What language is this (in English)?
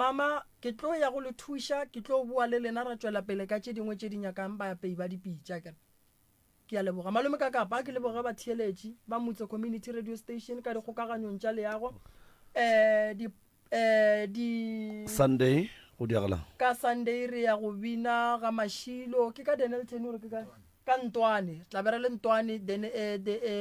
Northern Sotho